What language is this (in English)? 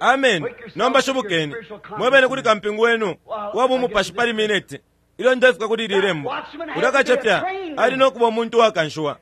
Bemba